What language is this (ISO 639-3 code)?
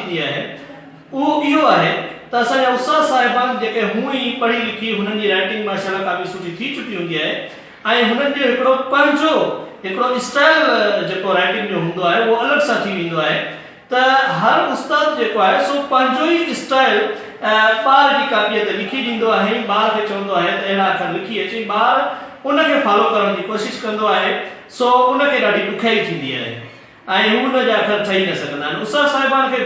snd